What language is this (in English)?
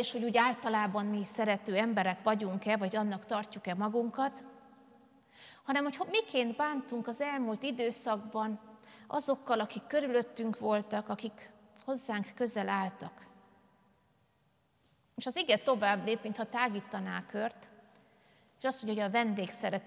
Hungarian